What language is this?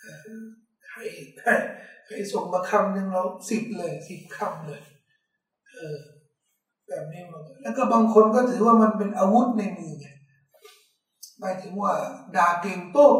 Thai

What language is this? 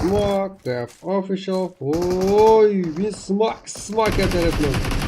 Kara-Kalpak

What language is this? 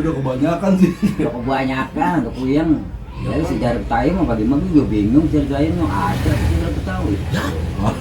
Betawi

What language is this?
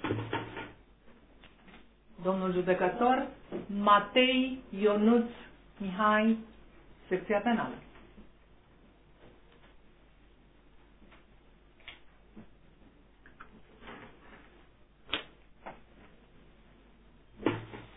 Romanian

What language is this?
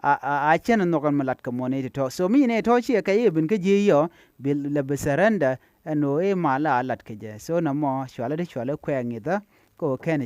Nuer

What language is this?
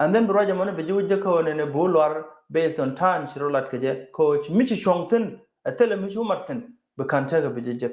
Nuer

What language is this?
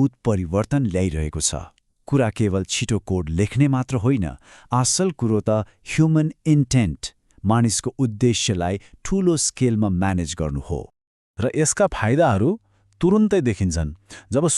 Nepali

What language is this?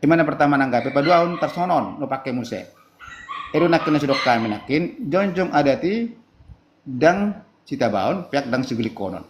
Batak Toba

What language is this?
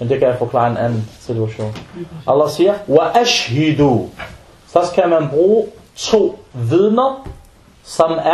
Danish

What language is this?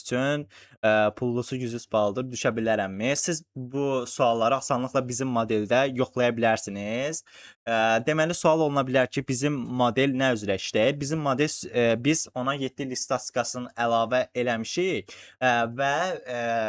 Azerbaijani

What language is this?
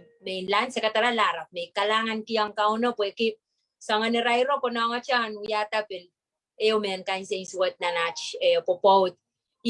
Pohnpeian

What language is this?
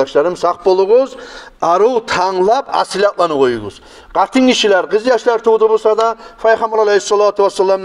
Kumyk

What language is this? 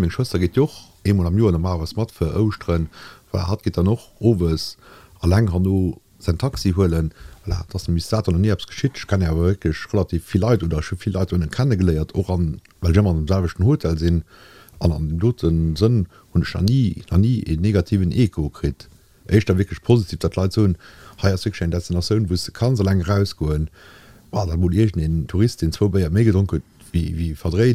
Luxembourgish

